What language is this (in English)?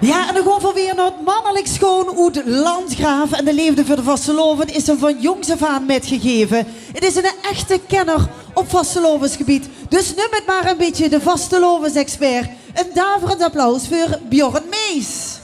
Limburgish